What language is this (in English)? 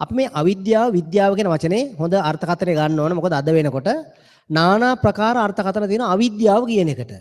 Sinhala